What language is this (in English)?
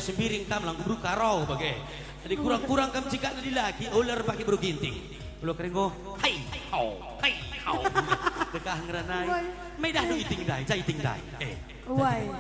Batak Karo